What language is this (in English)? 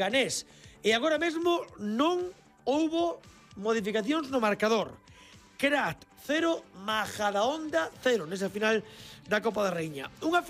Galician